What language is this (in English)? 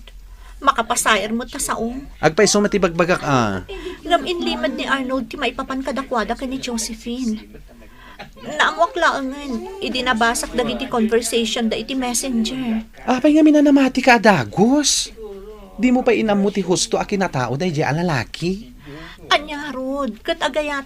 Iloko